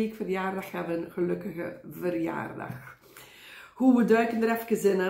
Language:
Dutch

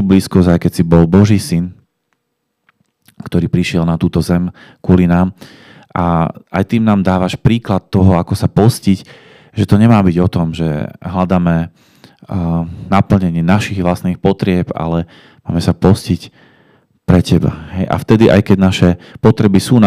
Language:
Slovak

